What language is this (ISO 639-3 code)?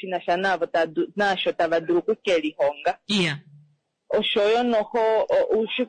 kua